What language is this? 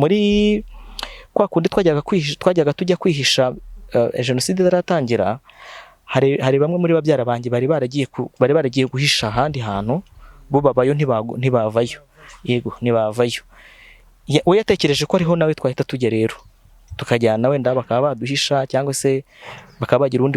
Kinyarwanda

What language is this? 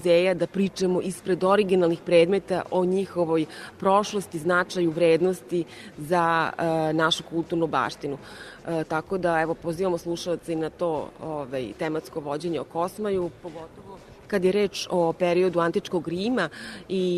Serbian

